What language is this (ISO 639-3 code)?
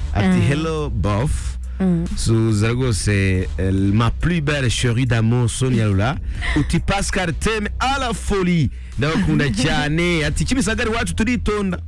kin